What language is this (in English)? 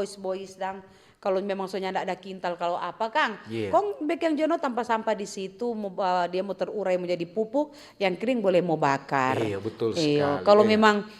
Manado Malay